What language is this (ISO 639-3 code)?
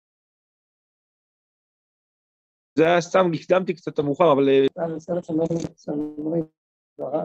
heb